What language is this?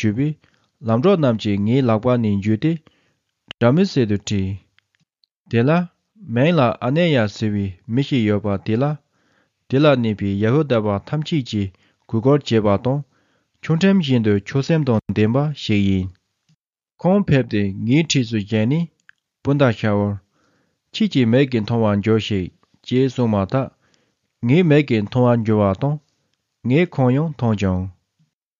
Tibetan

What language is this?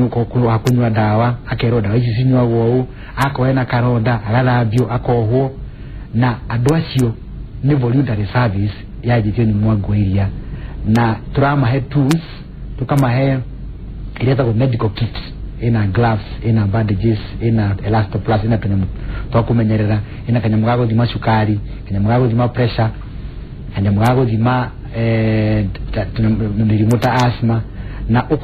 Kikuyu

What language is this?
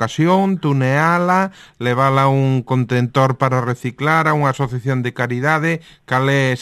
Galician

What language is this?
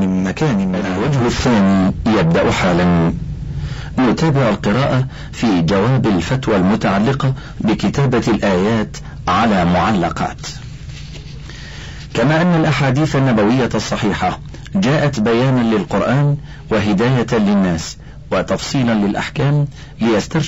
Arabic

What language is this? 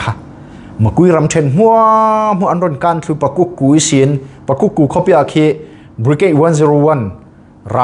Falam Chin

